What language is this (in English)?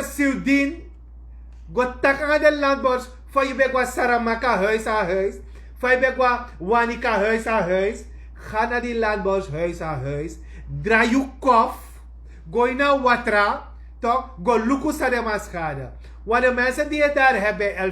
Sranan Tongo